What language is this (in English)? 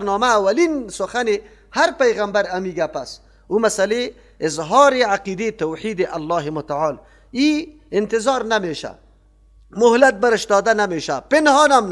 Persian